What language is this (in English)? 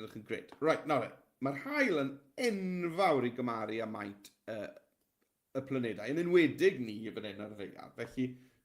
Welsh